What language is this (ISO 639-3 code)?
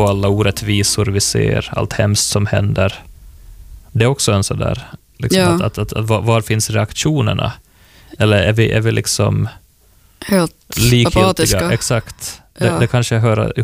swe